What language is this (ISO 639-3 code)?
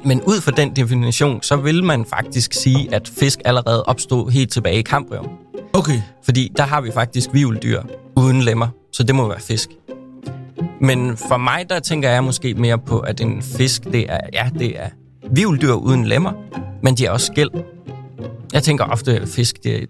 dan